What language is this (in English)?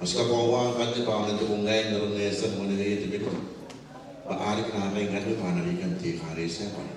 Gilbertese